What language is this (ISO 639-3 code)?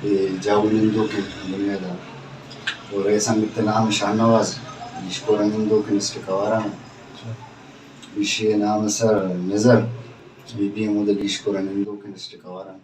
bal